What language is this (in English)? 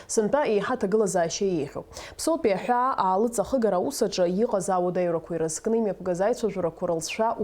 Abkhazian